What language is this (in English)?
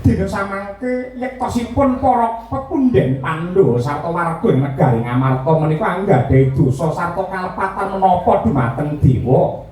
Javanese